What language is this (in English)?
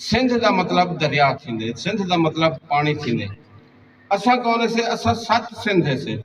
Saraiki